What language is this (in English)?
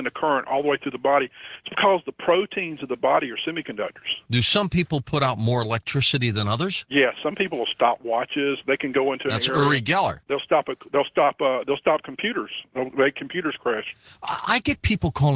English